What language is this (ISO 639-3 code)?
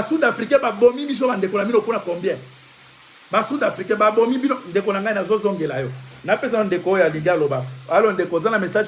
lin